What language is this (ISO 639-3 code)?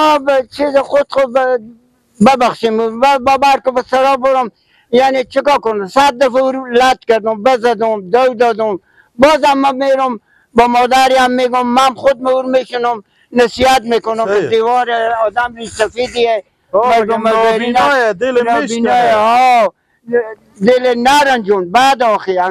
fas